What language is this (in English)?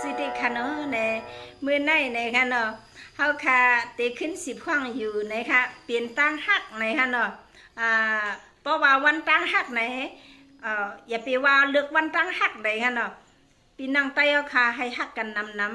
Shan